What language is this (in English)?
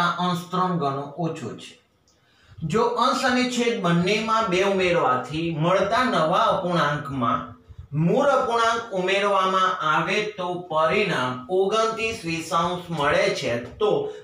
Gujarati